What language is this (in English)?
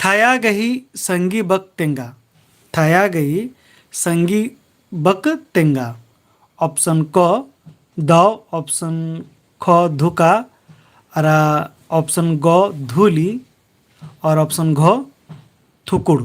Kurukh